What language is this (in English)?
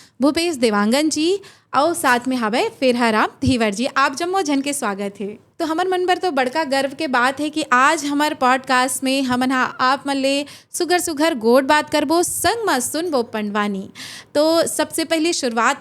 Chhattisgarhi